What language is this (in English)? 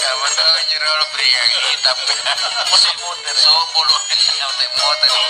Makasar